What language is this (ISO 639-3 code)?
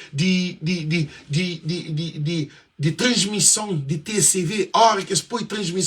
kea